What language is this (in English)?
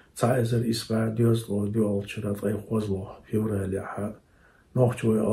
Chechen